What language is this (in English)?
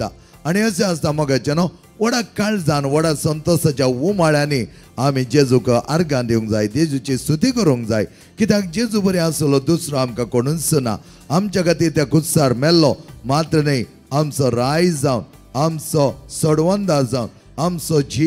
Konkani